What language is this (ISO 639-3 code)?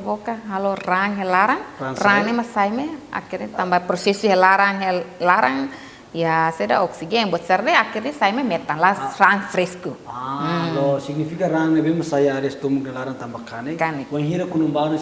tet